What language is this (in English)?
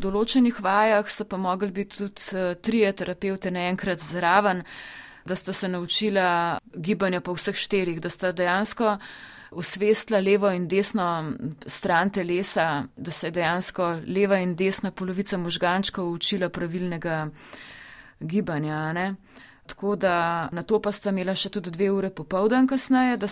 Slovenian